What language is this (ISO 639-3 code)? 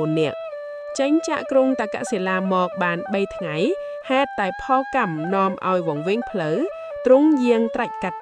khm